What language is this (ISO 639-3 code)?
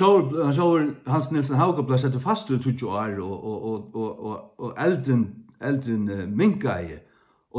fao